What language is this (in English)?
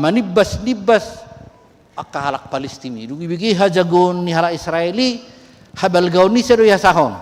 Batak Toba